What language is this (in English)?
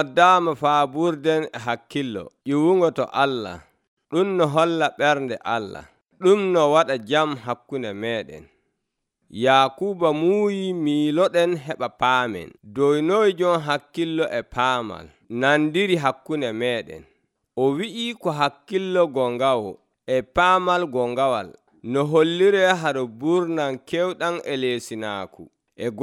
Nigerian Fulfulde